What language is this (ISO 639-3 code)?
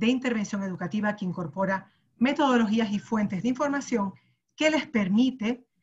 spa